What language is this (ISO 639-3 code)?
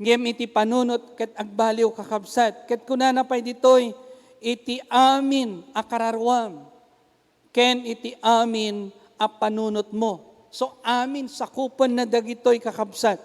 ilo